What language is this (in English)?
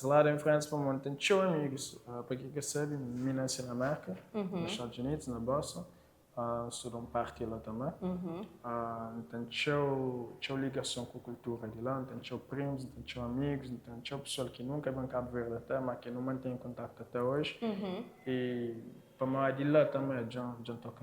Kabuverdianu